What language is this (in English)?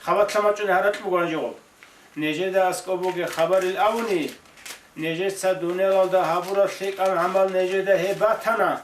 Avaric